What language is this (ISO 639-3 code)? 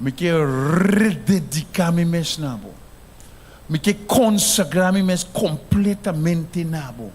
pap